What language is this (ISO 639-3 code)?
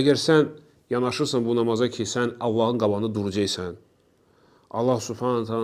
aze